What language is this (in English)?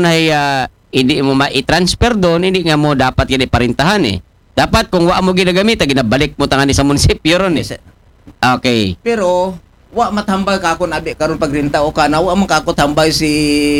Aklanon